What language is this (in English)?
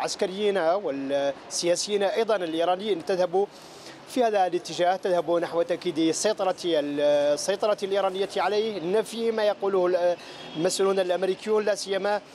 Arabic